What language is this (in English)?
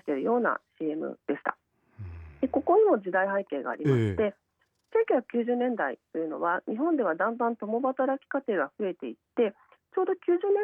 Japanese